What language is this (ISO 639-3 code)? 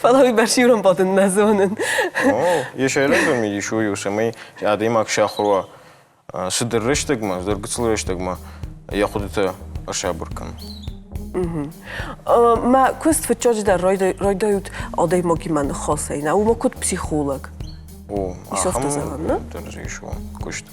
oss